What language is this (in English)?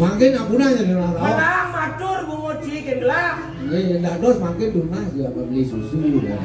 Balinese